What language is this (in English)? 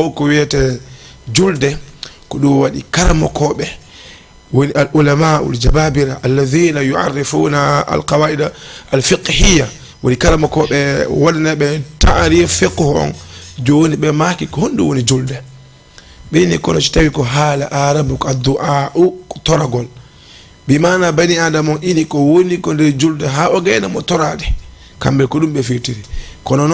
Fula